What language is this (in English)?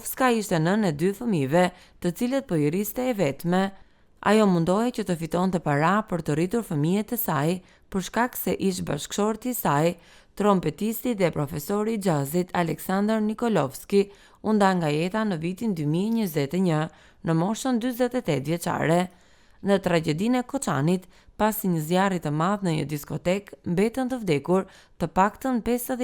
Albanian